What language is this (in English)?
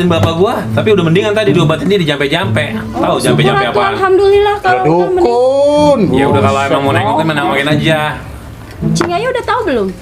Betawi